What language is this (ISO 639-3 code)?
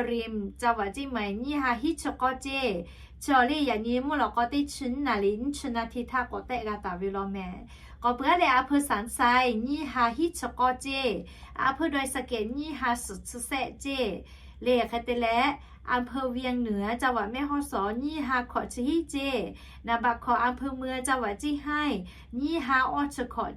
lhu